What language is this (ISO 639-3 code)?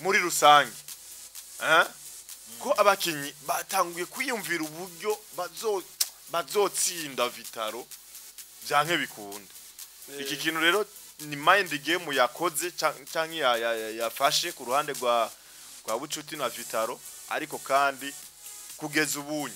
run